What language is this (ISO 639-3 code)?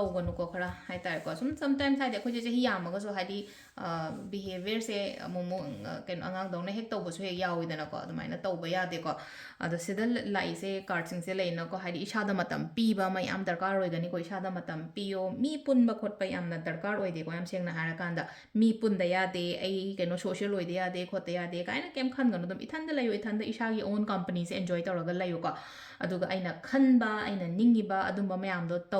mni